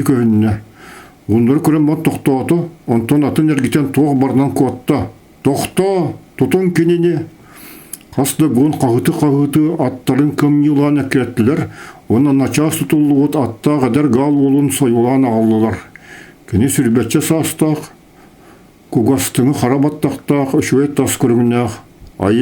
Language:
Yakut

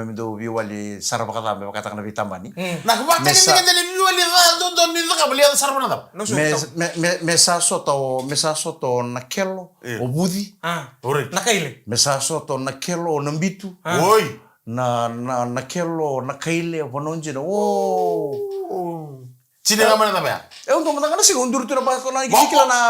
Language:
Fijian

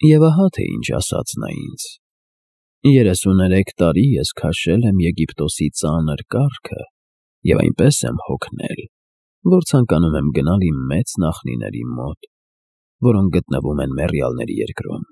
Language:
Armenian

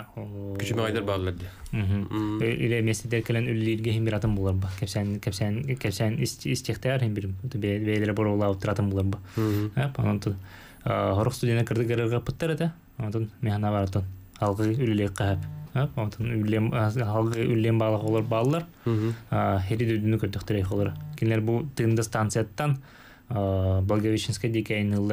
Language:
Yakut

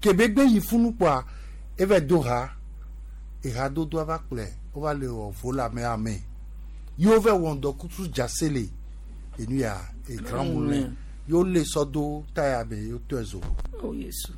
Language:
Gen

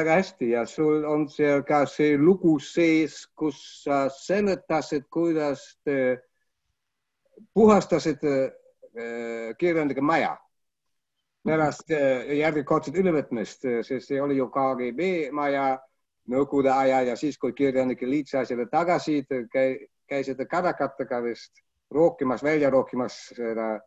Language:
Estonian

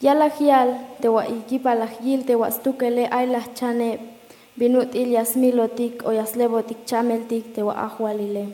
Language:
Tzeltal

